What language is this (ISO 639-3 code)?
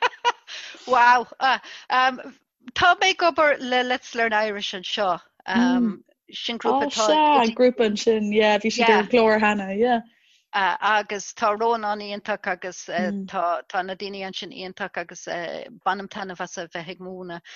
gle